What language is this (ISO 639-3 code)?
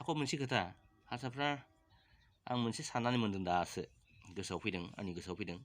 brx